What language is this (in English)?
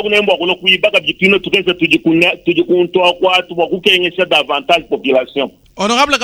Luba-Lulua